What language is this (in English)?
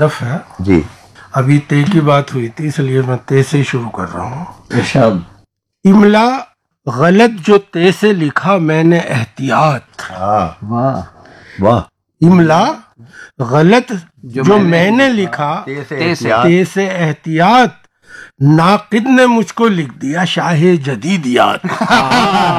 Urdu